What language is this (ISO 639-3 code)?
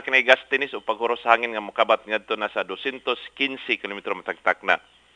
ceb